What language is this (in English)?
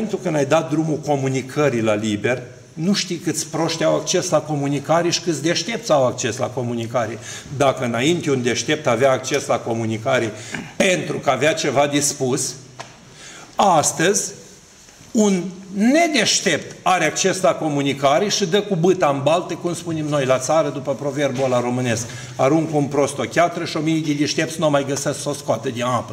Romanian